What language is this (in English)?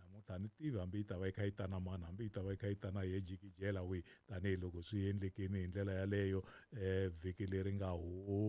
Tsonga